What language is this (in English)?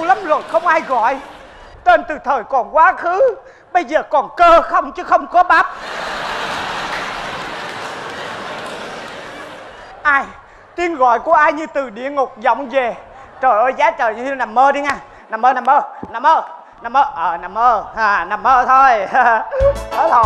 Vietnamese